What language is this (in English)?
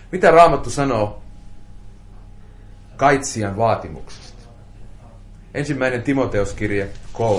Finnish